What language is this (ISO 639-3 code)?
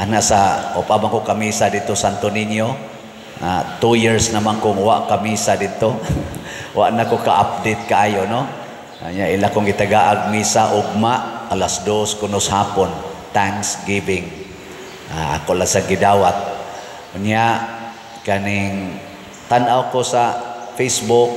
ceb